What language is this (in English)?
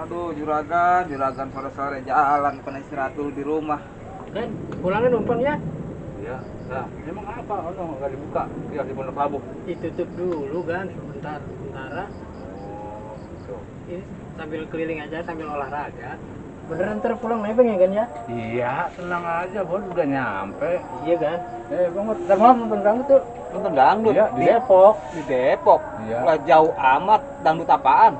Betawi